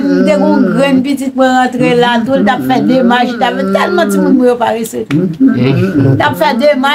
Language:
Haitian Creole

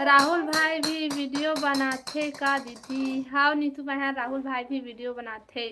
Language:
Chhattisgarhi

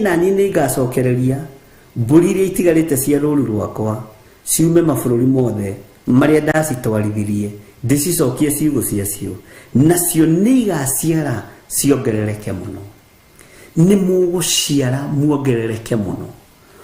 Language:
Kikuyu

